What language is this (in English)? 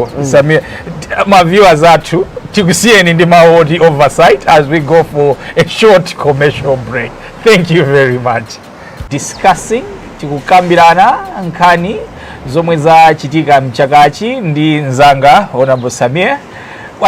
Nyanja